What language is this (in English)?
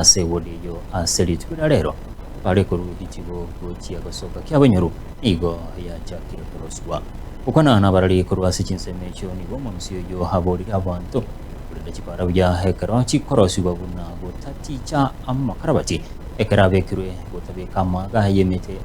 Gusii